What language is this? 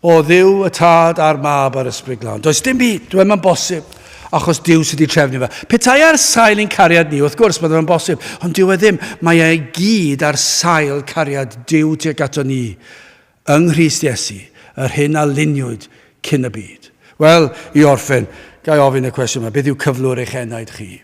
Welsh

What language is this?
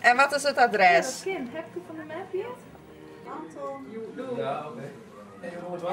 Western Frisian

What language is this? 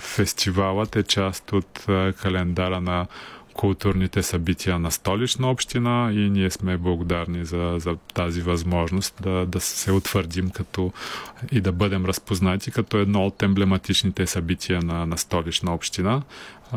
Bulgarian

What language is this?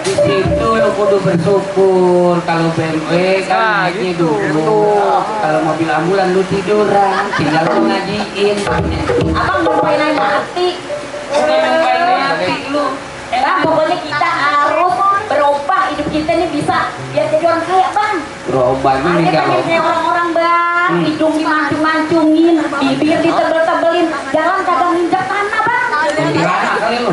Betawi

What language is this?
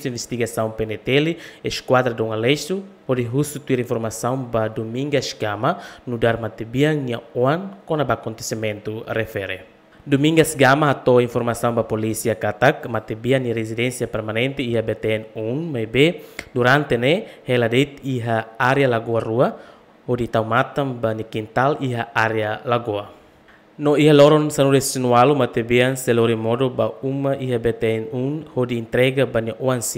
Tetum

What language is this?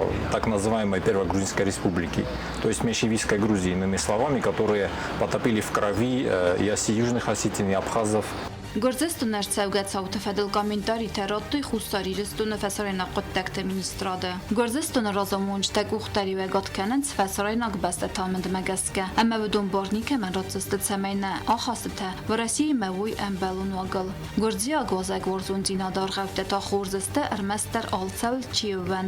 Ossetic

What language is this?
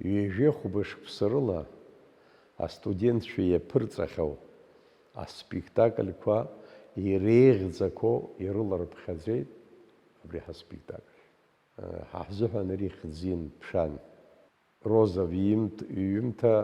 Abkhazian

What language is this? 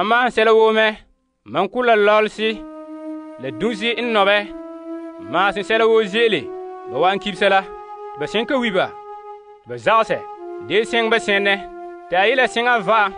Frafra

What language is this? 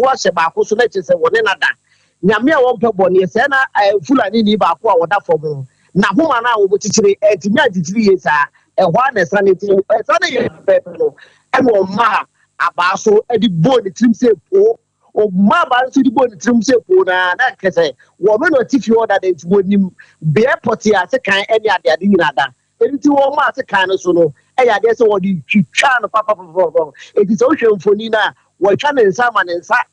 Akan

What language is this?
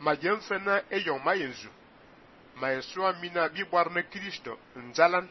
Fang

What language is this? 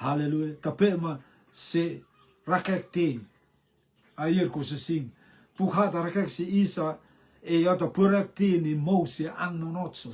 Rotuman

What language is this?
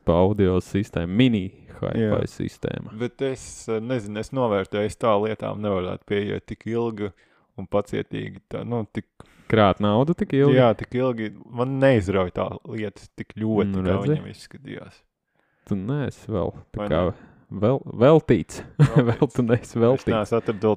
Latvian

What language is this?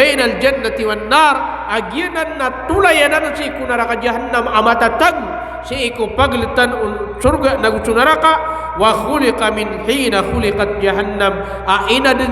Maranao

